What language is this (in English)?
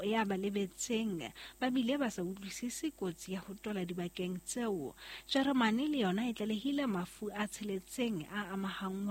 Southern Sotho